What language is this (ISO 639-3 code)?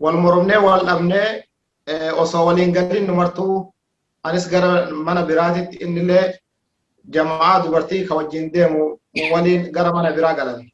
orm